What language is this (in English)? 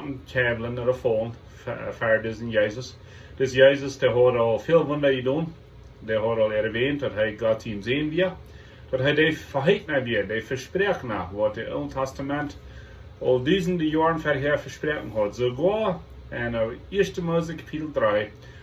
Plautdietsch